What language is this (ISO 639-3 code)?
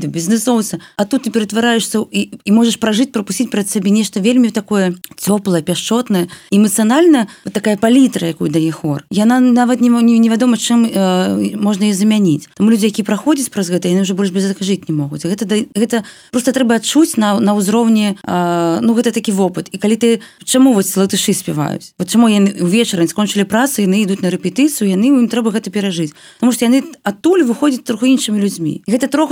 bel